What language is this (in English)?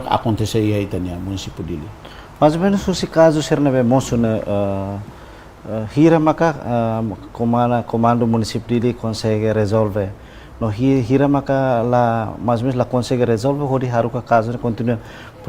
Tetum